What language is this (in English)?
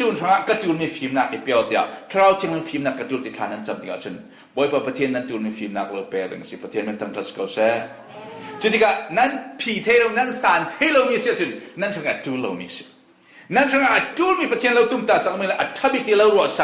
Falam Chin